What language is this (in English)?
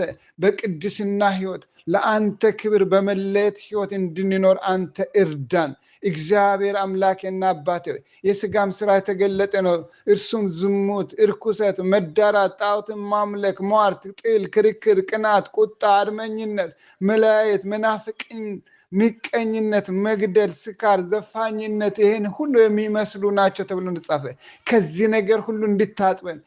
Amharic